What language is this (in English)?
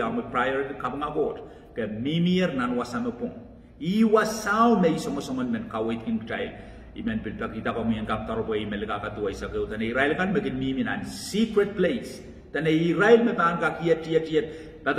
Pohnpeian